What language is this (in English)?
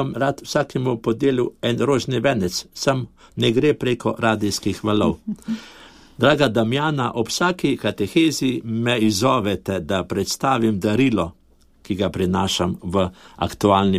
Slovenian